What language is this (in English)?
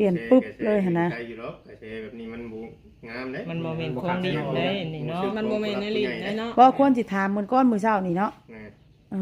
Lao